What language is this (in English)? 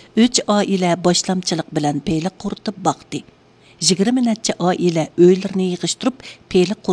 Uyghur